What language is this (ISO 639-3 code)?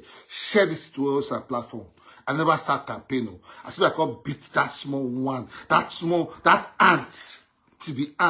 pcm